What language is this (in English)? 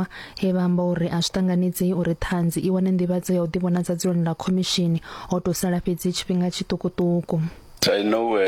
Venda